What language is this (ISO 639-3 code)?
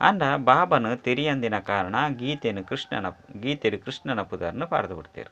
tcy